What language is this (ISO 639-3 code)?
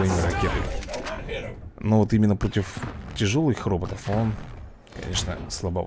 rus